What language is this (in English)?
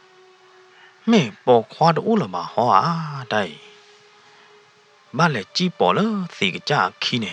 S'gaw Karen